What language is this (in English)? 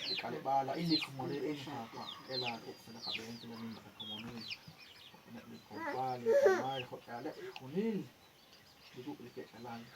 Kekchí